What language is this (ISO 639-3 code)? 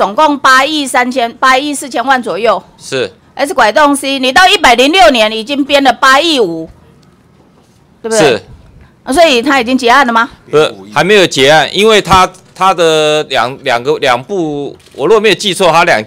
zho